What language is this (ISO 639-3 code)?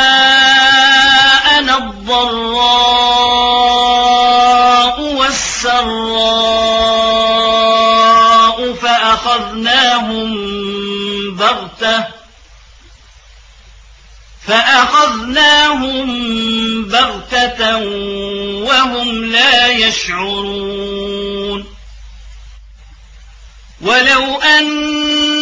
ara